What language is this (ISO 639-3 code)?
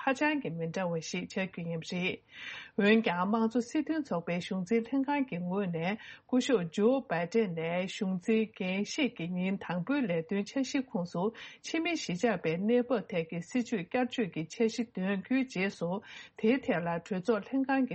bod